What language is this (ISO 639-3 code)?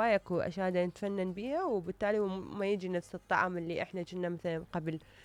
acm